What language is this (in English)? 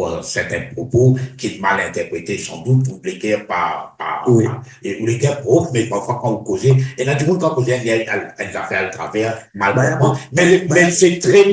Morisyen